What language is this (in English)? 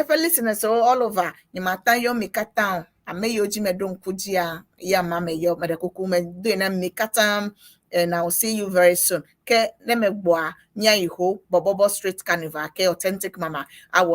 Ewe